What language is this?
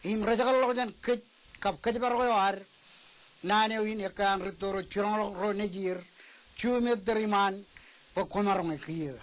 Marshallese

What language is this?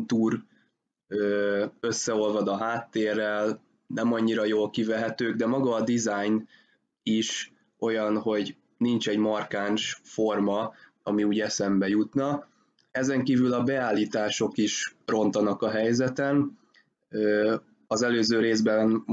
Hungarian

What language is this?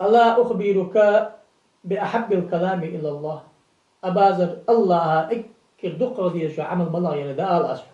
Ingush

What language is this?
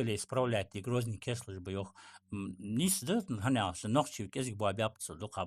Ingush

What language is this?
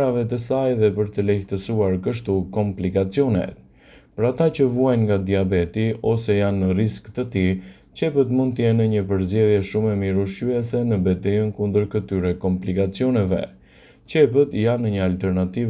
Albanian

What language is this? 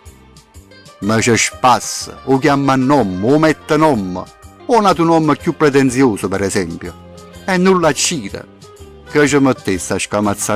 Neapolitan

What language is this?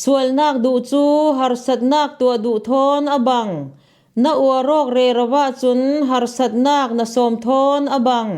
Falam Chin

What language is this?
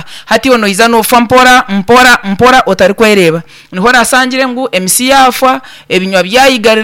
Nyankole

